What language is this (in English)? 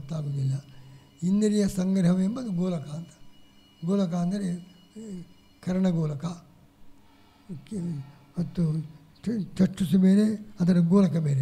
Kannada